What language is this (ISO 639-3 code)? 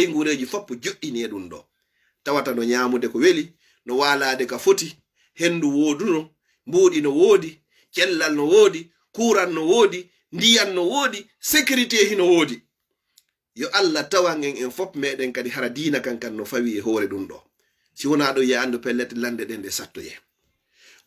ful